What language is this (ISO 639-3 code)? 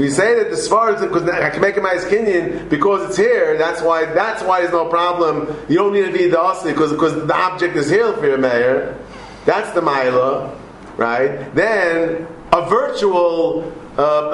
eng